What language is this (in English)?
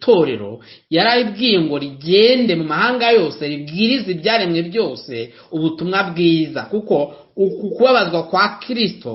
Kinyarwanda